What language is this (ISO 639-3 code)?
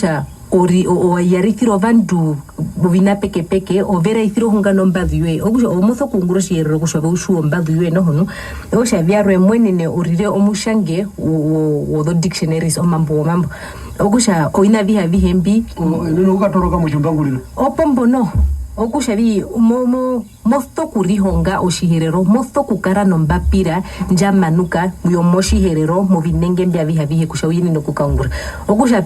her